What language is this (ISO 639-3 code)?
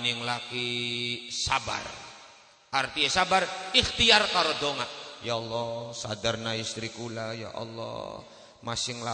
jav